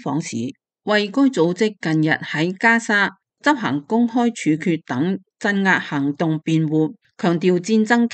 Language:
Cantonese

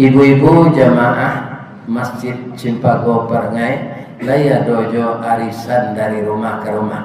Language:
Minangkabau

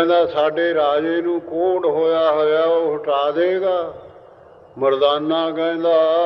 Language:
Punjabi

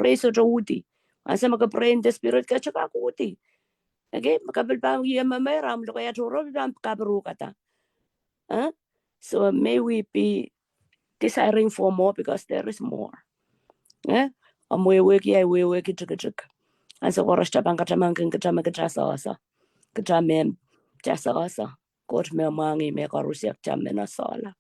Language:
Pohnpeian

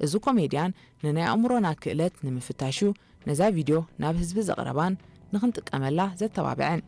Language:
Tigrinya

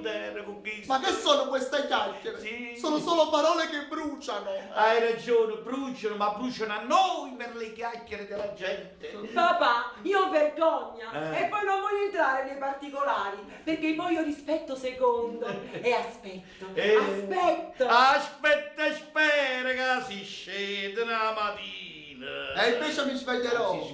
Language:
Neapolitan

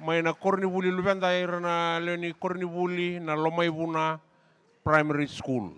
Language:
Fijian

